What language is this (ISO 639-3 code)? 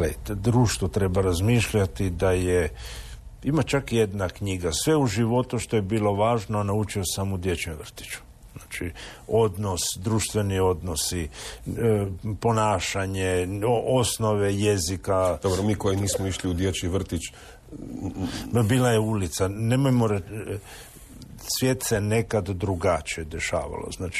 hrv